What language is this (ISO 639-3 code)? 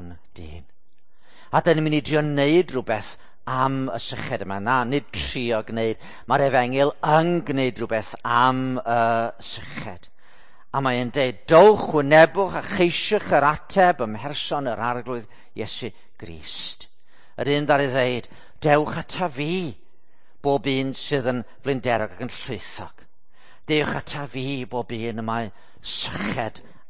cym